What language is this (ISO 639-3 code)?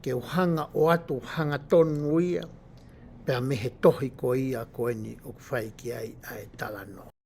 ton